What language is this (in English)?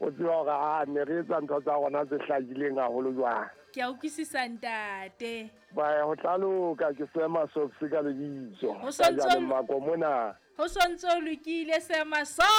Southern Sotho